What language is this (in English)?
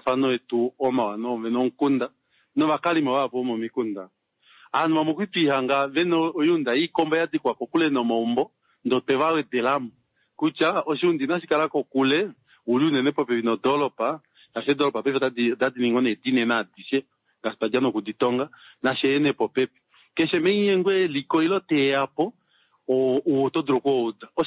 Kuanyama